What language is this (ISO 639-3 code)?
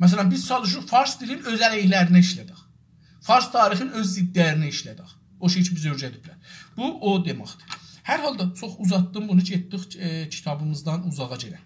azb